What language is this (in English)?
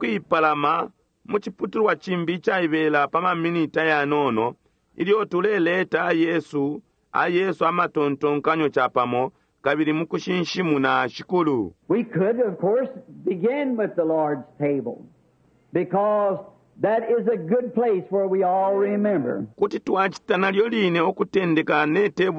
Bemba